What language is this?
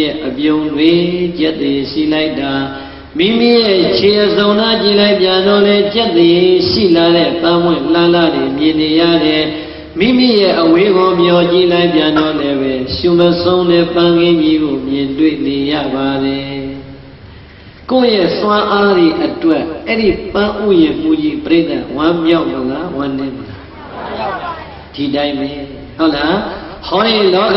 Burmese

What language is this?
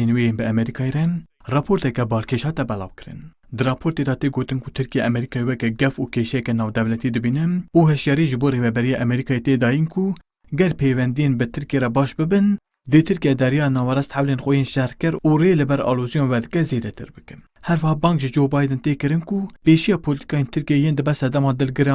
Kurdish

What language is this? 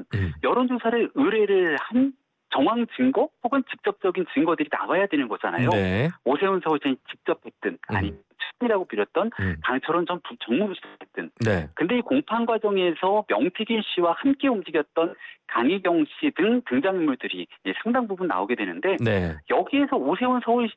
Korean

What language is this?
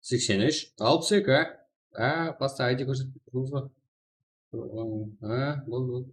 Kara-Kalpak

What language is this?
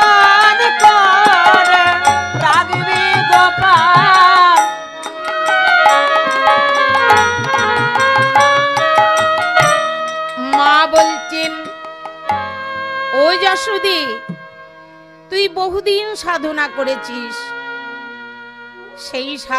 Bangla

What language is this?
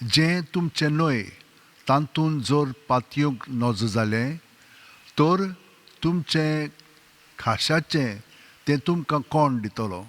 Konkani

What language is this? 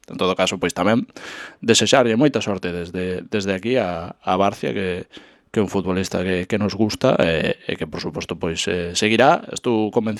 Galician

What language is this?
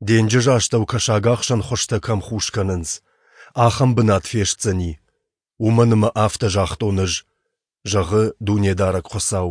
Ossetic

